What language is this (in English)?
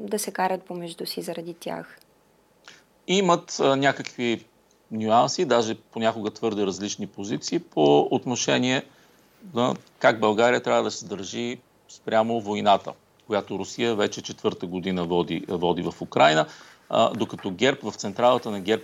Bulgarian